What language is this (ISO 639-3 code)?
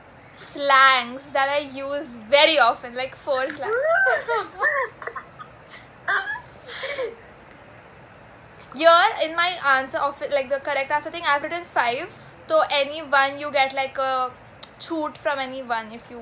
eng